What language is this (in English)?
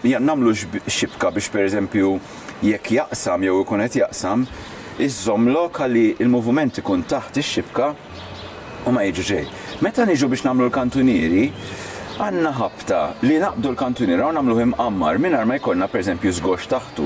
Maltese